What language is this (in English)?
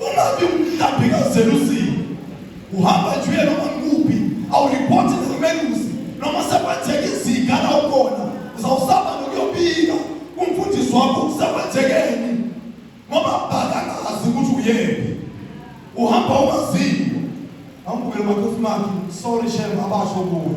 Zulu